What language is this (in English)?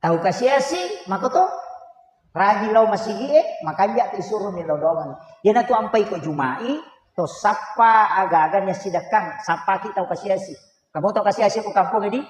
Buginese